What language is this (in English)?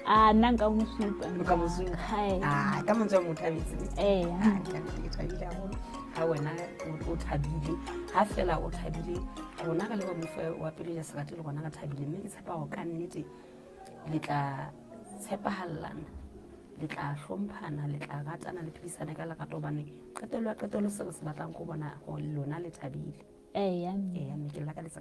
Southern Sotho